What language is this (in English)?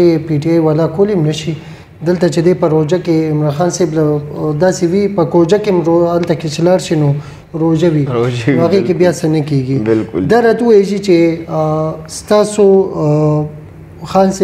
Pashto